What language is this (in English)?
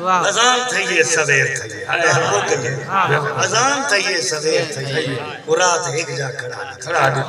Saraiki